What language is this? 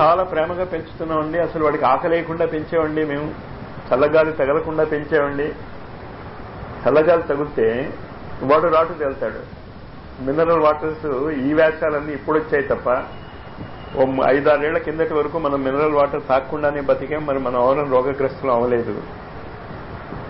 Telugu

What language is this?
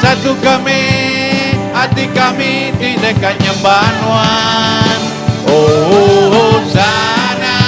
Iban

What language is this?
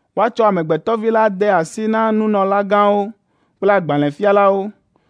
Ewe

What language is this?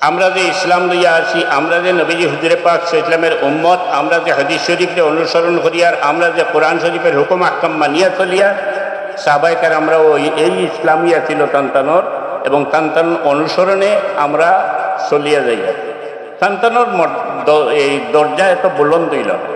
Sylheti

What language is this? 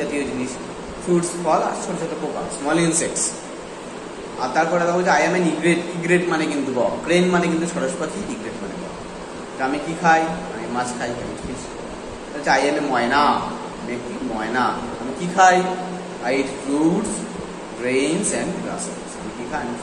Bangla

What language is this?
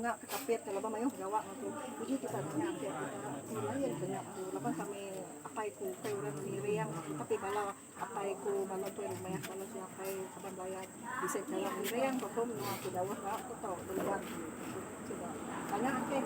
Iban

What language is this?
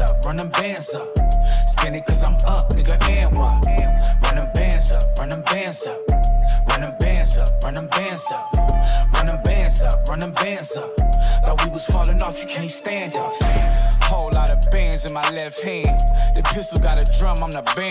English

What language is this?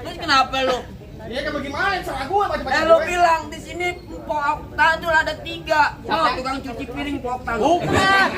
Betawi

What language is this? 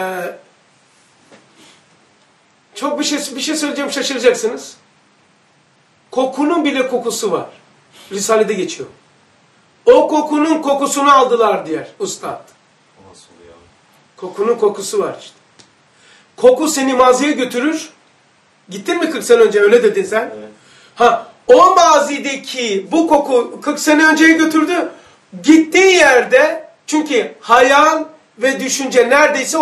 Turkish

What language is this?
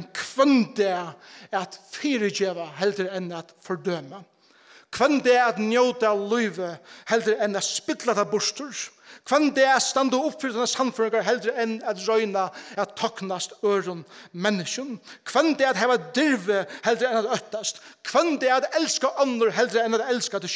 Faroese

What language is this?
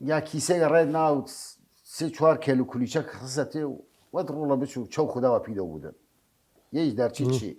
Southern Kurdish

